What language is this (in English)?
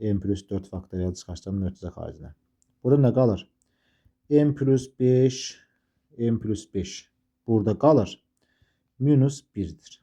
Azerbaijani